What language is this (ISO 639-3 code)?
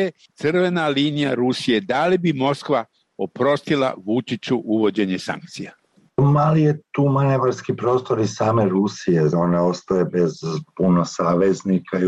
srp